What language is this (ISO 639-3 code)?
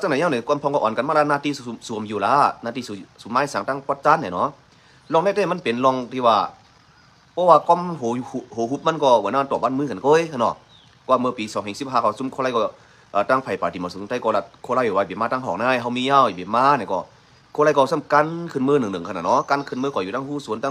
shn